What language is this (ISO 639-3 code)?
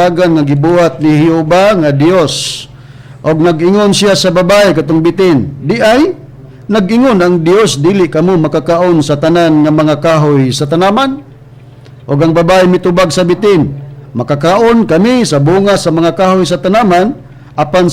ceb